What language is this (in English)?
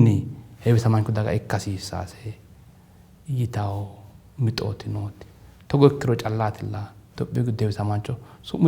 Sidamo